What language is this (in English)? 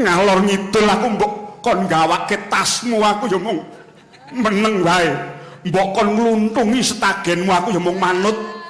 Javanese